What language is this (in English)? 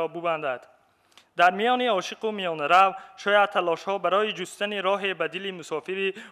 Tajik